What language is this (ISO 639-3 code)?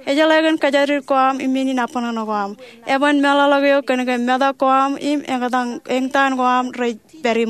mah